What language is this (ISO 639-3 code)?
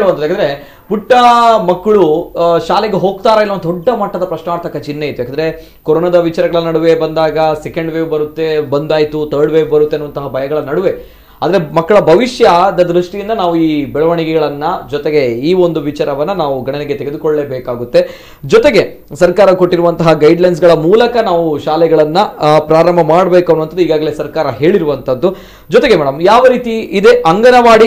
kan